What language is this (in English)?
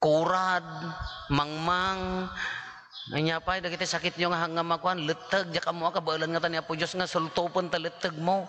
Iloko